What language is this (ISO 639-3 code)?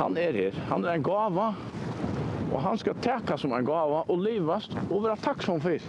fao